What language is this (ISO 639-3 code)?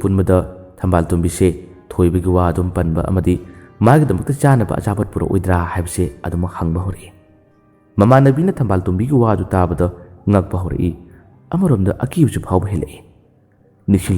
mni